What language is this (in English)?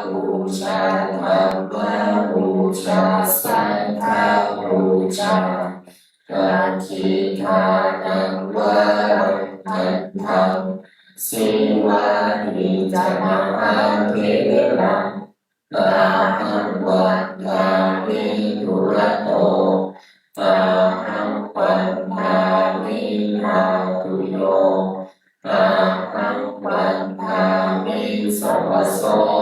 Pali